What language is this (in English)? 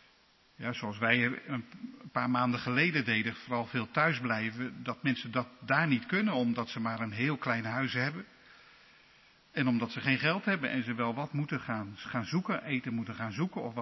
Dutch